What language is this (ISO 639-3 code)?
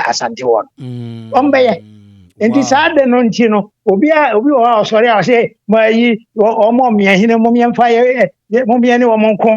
aka